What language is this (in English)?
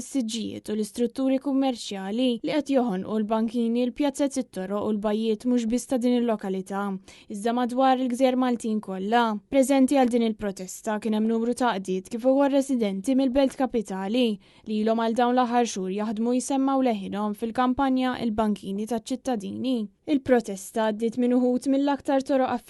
Maltese